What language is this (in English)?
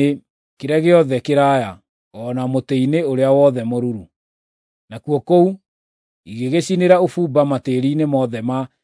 Kikuyu